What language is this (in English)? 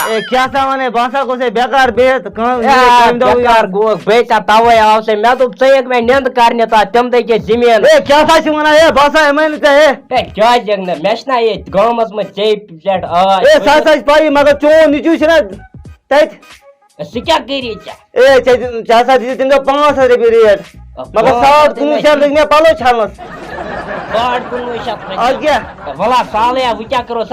Kashmiri